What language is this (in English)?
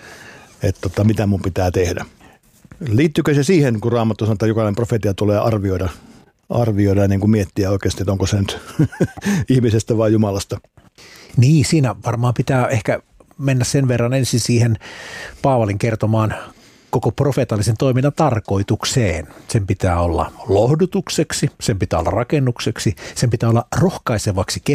Finnish